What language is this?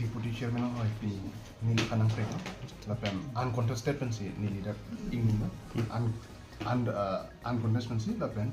Karbi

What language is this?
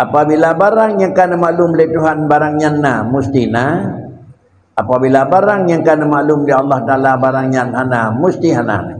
Achinese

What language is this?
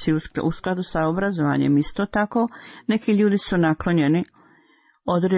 Bosnian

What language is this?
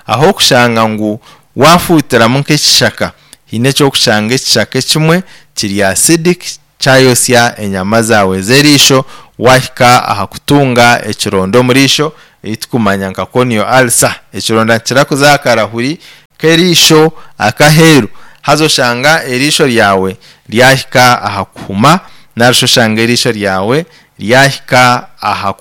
Nyankole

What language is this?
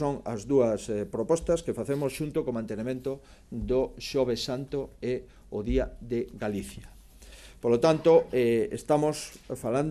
Galician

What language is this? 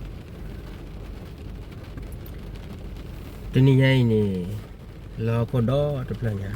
S'gaw Karen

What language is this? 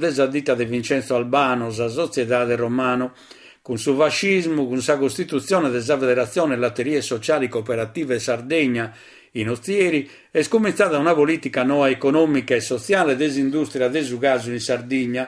Sardinian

